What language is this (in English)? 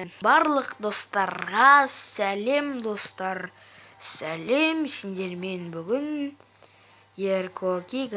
Kazakh